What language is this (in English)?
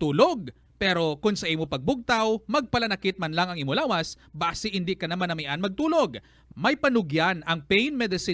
Hiligaynon